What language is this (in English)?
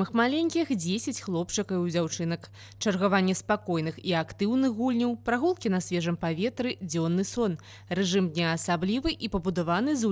Belarusian